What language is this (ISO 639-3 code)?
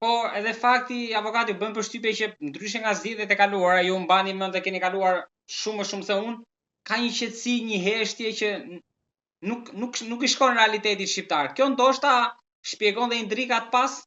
sqi